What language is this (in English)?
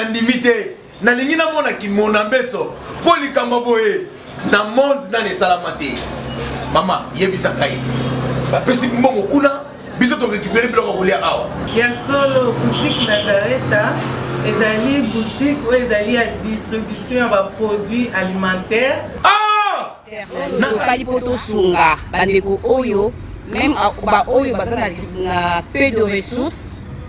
Lingala